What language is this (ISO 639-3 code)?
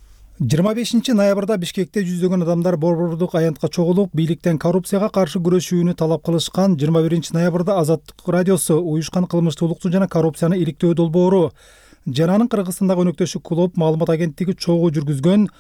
kir